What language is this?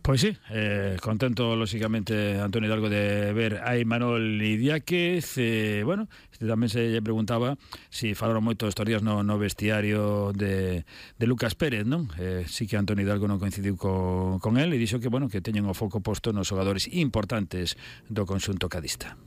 Galician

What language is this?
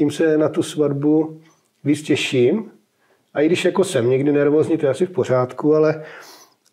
Czech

